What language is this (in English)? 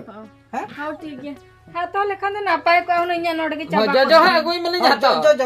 Santali